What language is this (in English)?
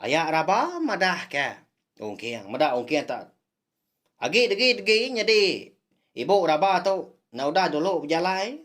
Iban